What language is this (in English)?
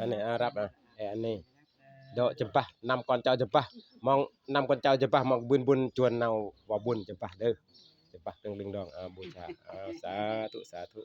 Northeastern Thai